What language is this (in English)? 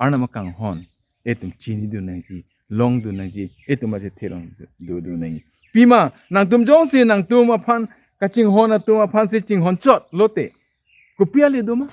Karbi